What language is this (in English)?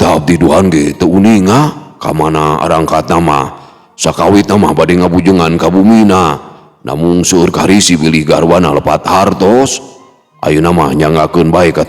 Sundanese